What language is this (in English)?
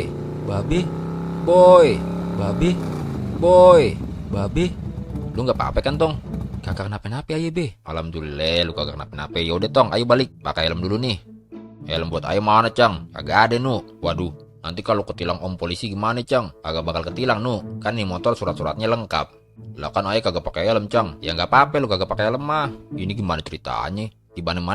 Betawi